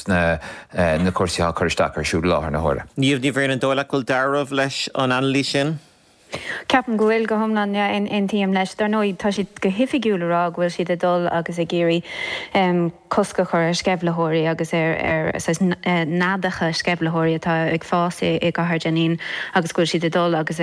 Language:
Irish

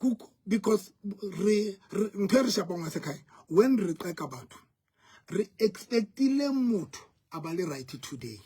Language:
Southern Sotho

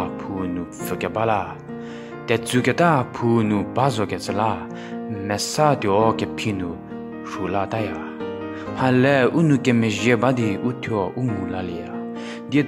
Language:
Angami Naga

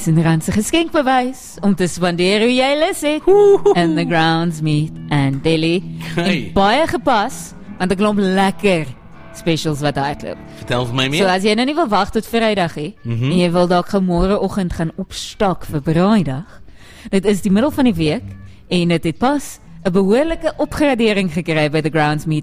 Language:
Afrikaans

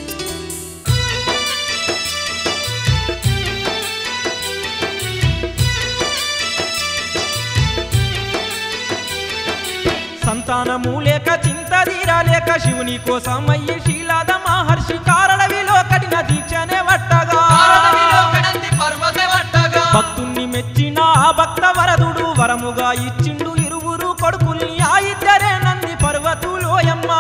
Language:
Telugu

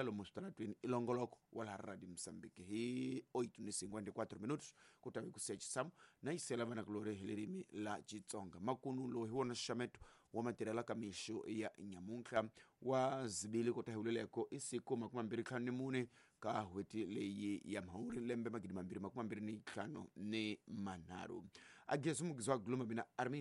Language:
Tsonga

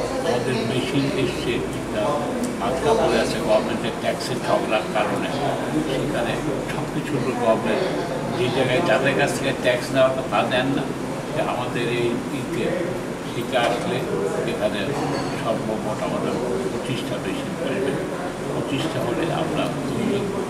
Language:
Bangla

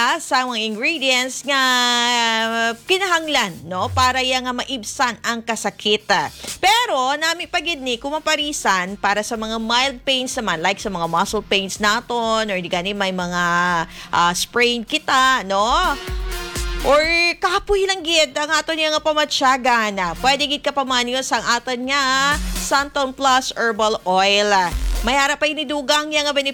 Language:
Hiligaynon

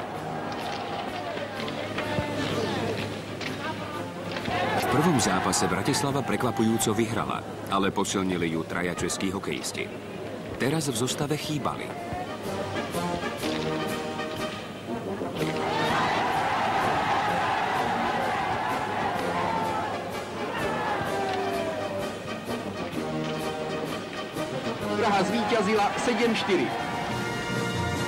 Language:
Slovak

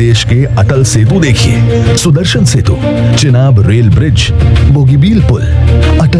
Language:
Hindi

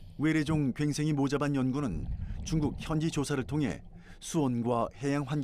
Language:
Korean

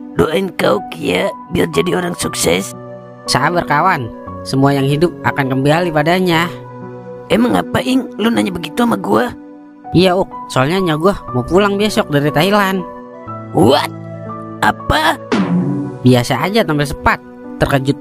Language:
Betawi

